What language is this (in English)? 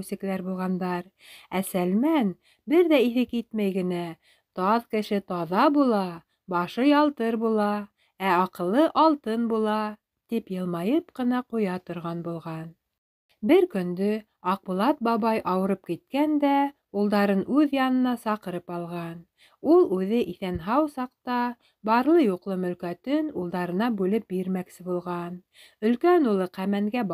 Bashkir